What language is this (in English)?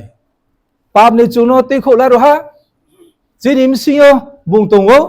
Riang (India)